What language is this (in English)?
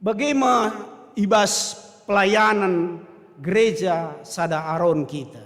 Batak Karo